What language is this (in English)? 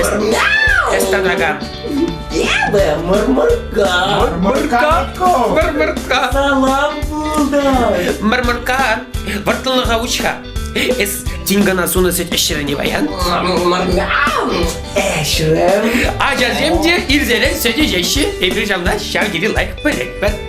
Chuvash